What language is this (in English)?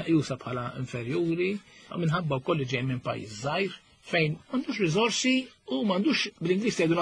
Maltese